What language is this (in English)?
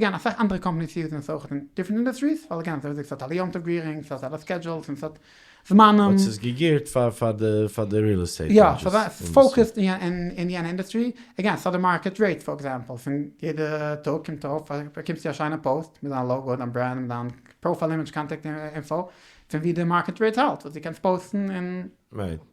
Yiddish